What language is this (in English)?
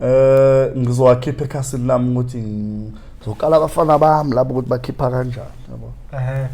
Zulu